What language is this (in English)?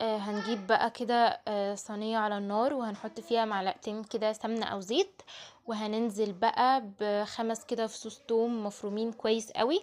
Egyptian Arabic